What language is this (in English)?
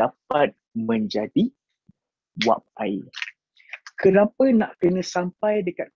Malay